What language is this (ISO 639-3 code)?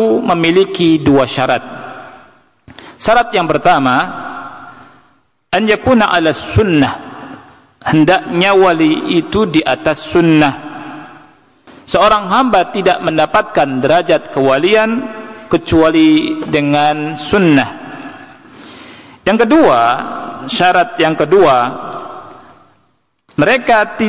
ind